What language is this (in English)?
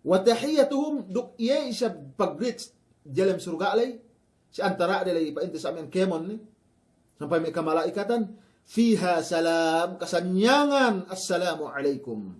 Yakan